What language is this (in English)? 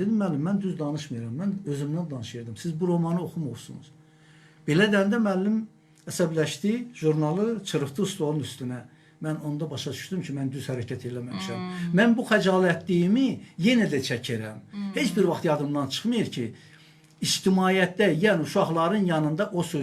Azerbaijani